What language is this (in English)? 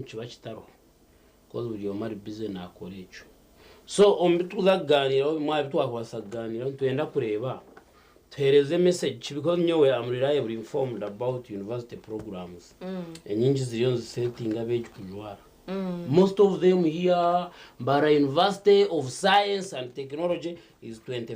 Nyankole